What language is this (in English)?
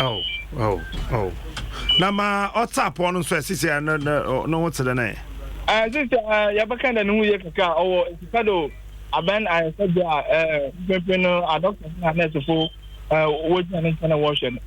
Akan